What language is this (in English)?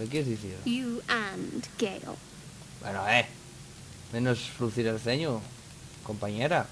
Asturian